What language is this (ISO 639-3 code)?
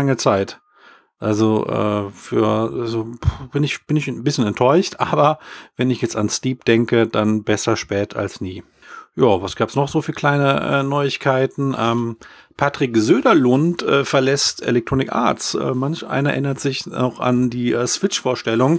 deu